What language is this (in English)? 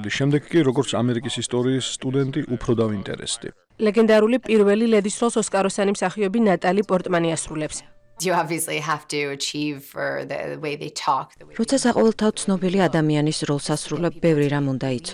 Georgian